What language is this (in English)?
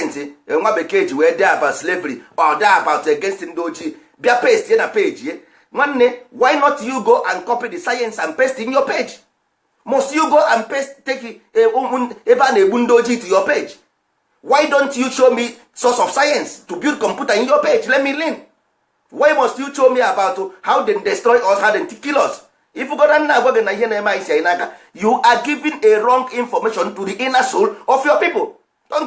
Igbo